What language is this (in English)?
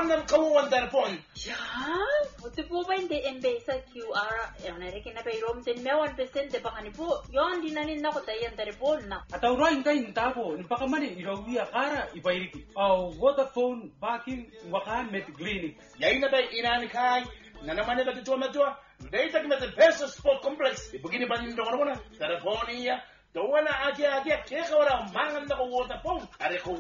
Gilbertese